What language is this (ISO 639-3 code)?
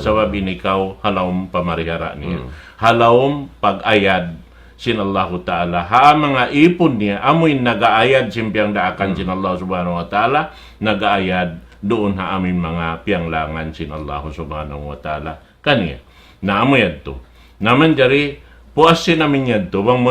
tsg